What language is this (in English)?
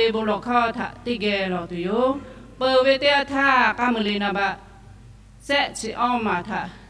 Lahu